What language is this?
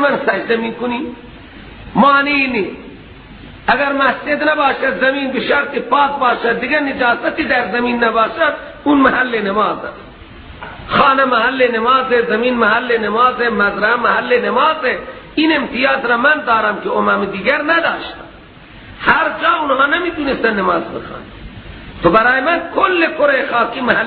Persian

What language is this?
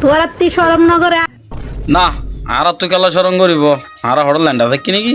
Rohingya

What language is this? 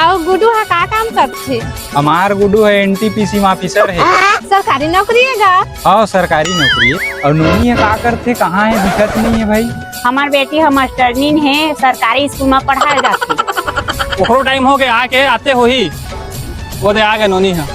Chhattisgarhi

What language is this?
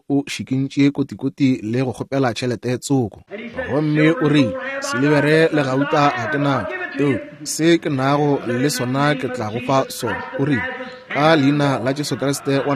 Northern Sotho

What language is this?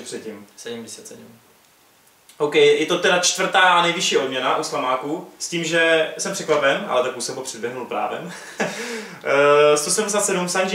Czech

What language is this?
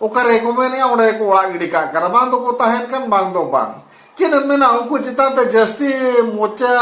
Santali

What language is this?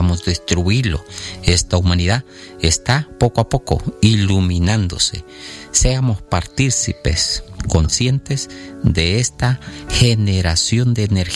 Spanish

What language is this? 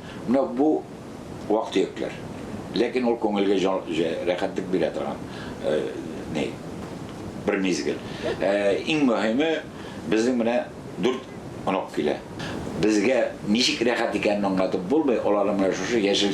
Tatar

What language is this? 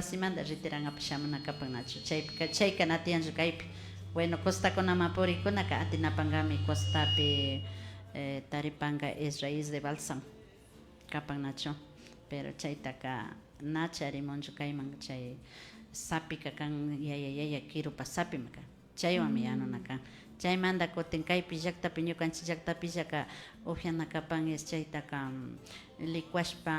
Imbabura Highland Quichua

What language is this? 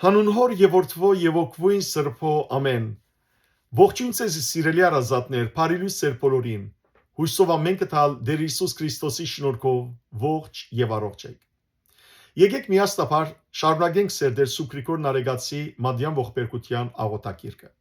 Western Armenian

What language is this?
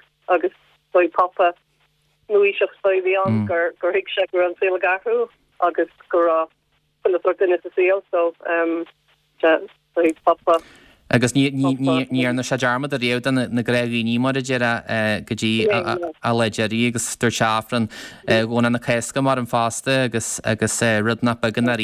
Irish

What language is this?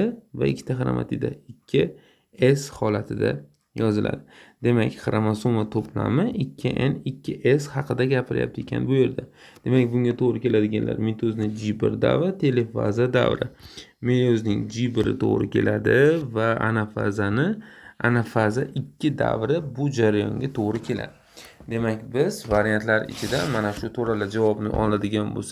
Uzbek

